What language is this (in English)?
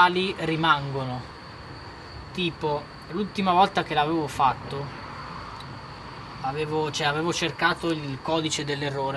Italian